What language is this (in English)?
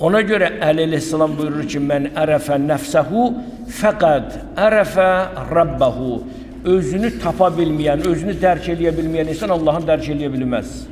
Azerbaijani